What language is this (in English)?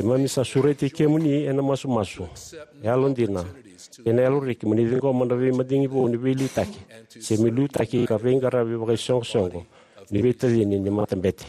Fijian